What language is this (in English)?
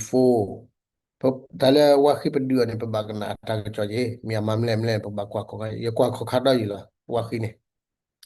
S'gaw Karen